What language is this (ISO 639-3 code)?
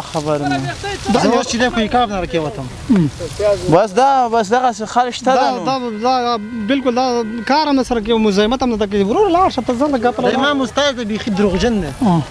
pus